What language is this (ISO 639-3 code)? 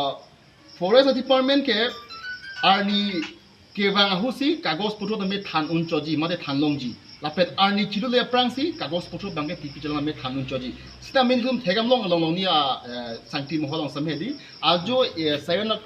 mjw